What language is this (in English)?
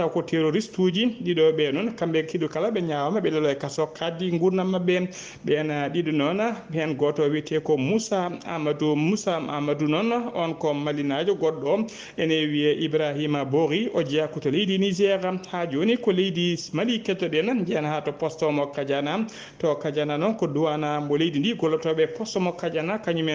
Fula